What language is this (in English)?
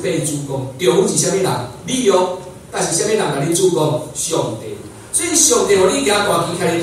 Min Nan Chinese